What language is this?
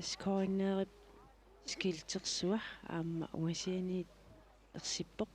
Kalaallisut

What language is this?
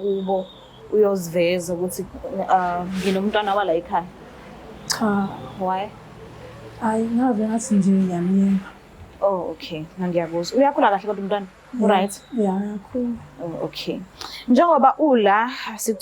Zulu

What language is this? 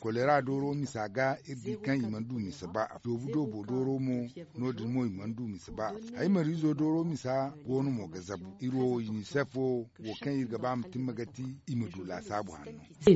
Zarma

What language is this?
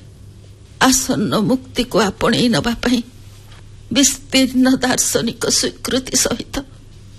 Odia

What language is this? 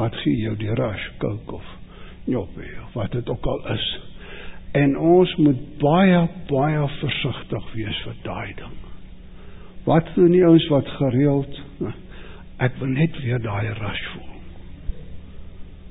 Afrikaans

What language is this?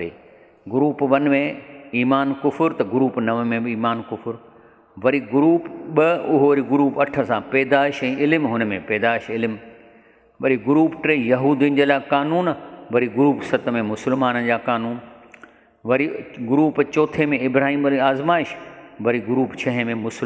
Sindhi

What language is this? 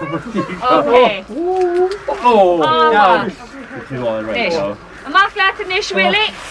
Irish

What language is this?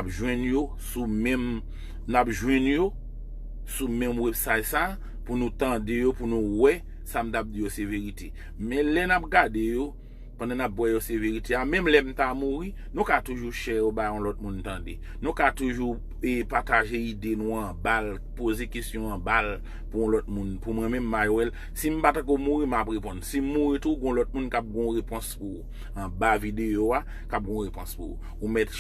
Haitian Creole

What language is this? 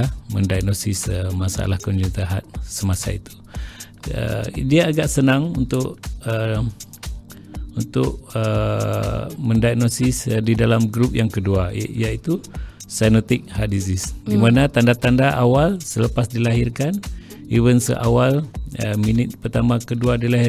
Malay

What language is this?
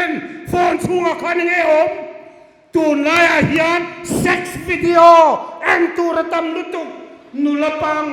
Hmar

